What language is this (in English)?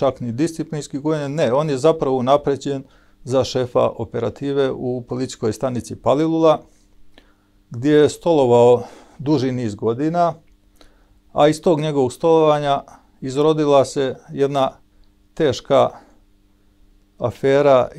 Serbian